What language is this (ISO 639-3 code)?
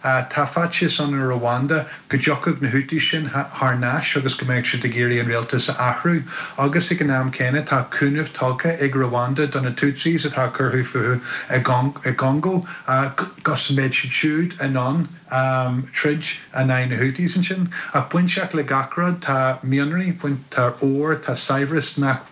gle